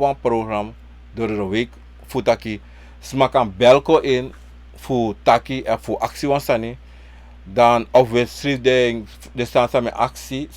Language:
Sranan Tongo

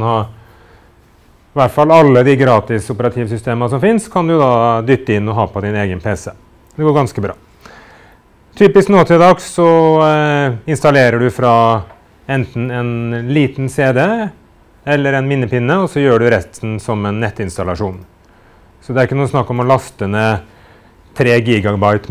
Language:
Norwegian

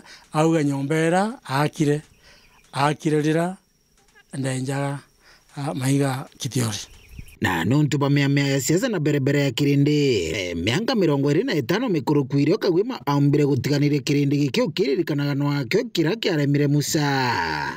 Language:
Meru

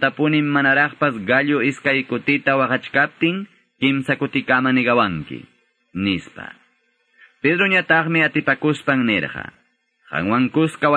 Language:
Quechua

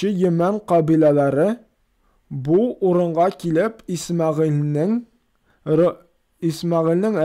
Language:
Tatar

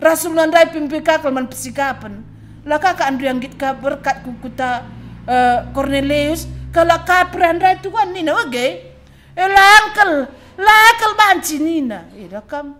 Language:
Batak Karo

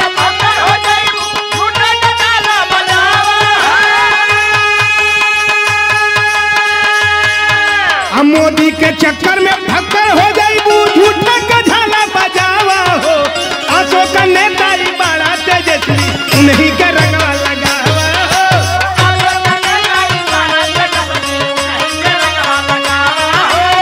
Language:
Bhojpuri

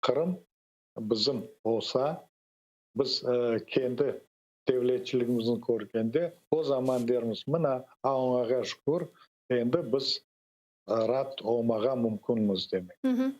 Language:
Crimean Tatar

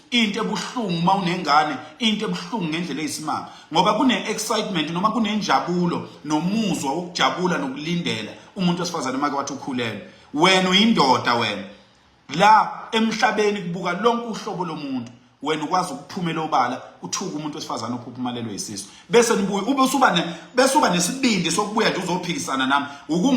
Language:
Zulu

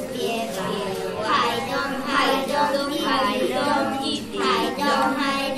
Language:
Slovak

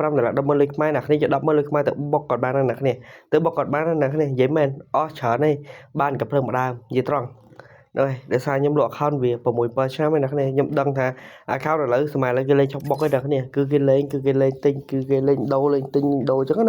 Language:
Khmer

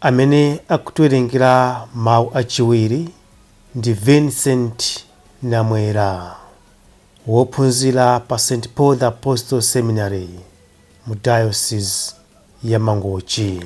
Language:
Nyanja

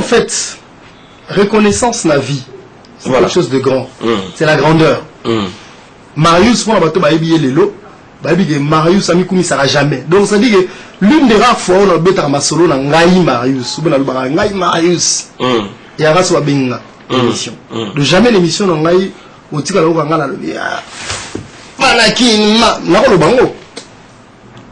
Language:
French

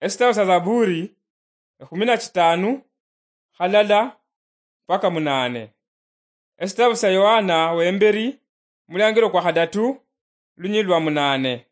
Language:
Luyia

